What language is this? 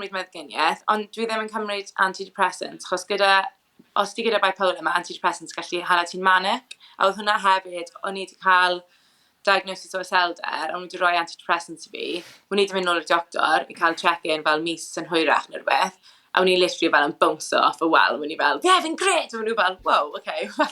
Welsh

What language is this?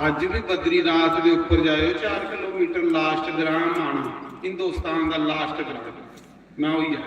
Dogri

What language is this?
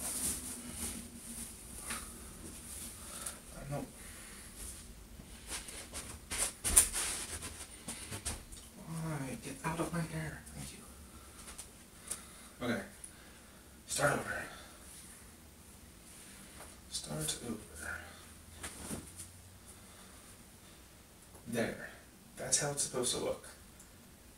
English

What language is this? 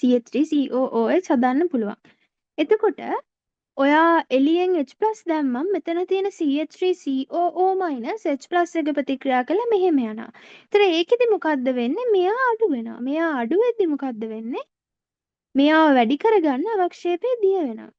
Sinhala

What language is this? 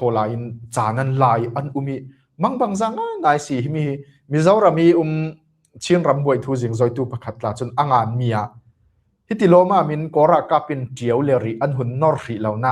Falam Chin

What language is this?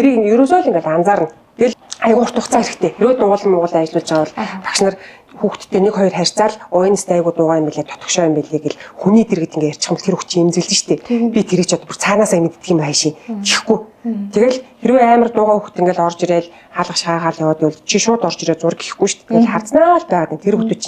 Mongolian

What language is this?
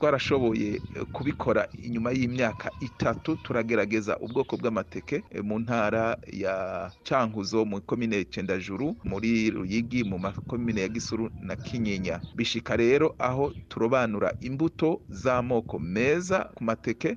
Rundi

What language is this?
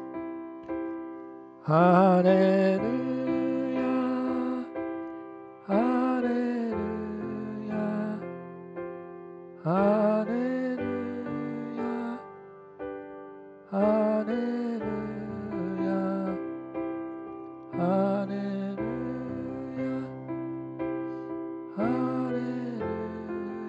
Japanese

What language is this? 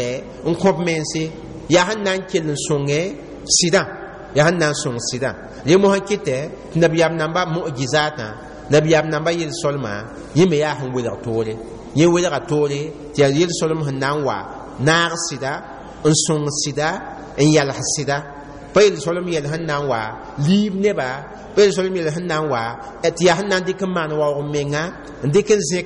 Mossi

